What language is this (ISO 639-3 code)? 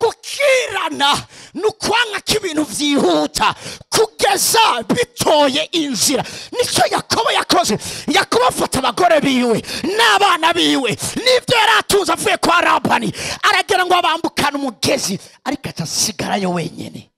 run